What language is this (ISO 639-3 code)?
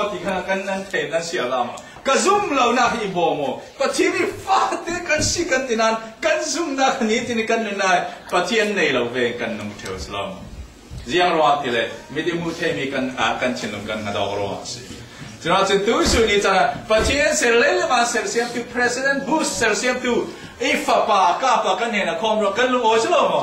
cfm